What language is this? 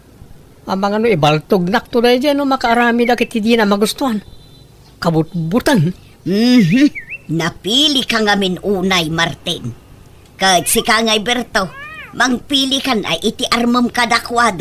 Iloko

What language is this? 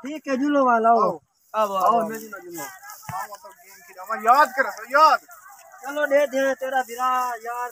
Saraiki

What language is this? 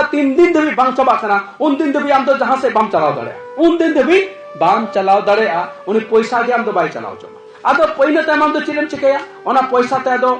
Santali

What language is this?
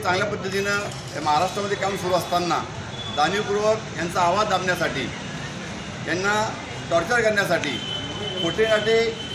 Marathi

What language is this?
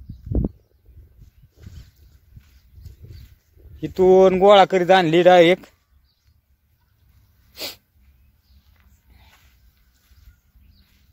Marathi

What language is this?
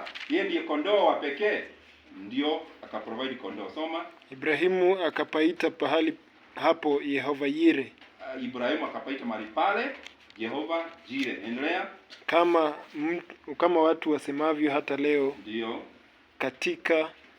Swahili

